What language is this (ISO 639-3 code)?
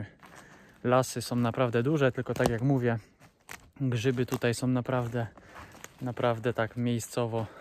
pol